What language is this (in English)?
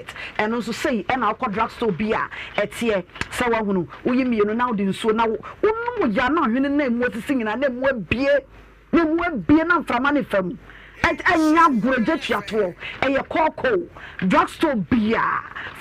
Akan